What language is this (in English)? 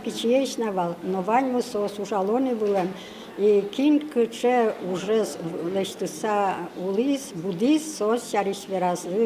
Udmurt